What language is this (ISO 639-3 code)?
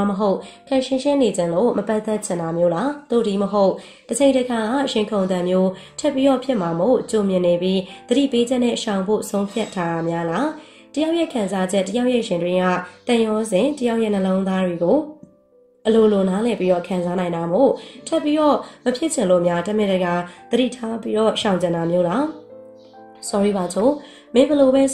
mya